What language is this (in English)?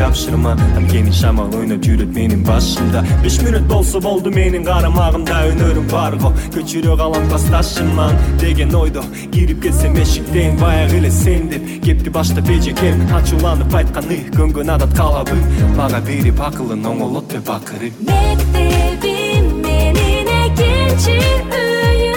Kyrgyz